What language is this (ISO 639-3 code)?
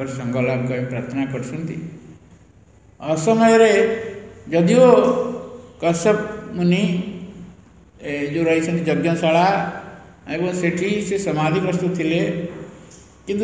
ori